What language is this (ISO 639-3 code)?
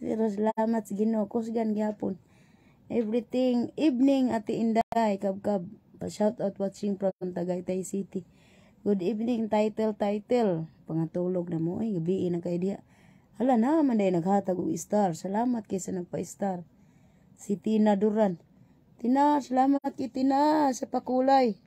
ceb